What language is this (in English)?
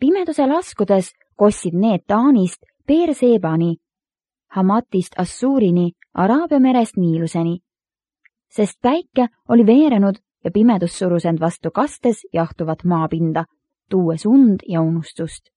Estonian